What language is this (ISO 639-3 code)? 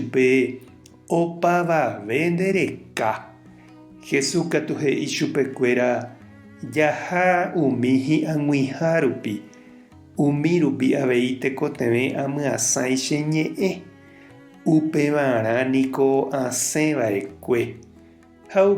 grn